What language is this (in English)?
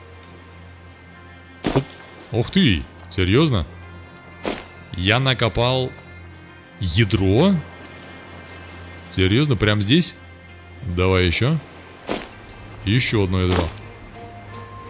Russian